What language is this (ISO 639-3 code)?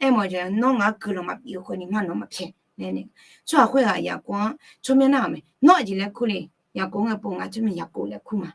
ahk